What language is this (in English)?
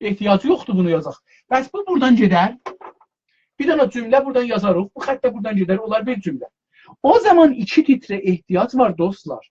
South Azerbaijani